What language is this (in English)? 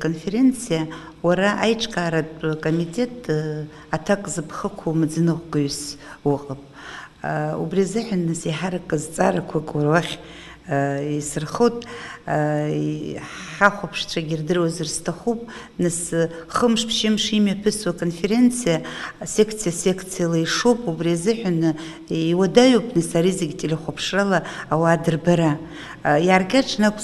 Abkhazian